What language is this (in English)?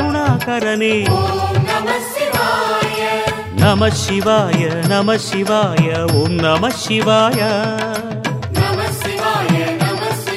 Tamil